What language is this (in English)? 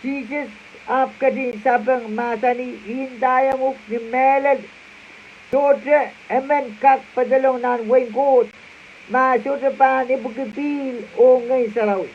Pohnpeian